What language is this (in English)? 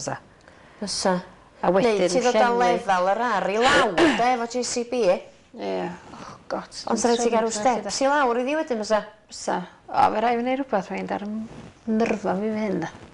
Welsh